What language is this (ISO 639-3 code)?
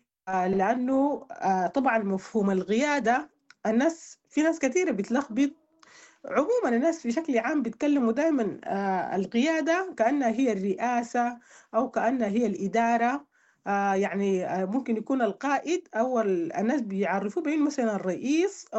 apd